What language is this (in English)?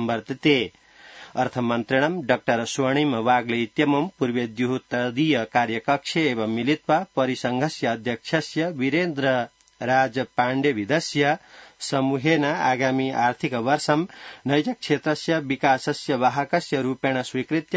Sanskrit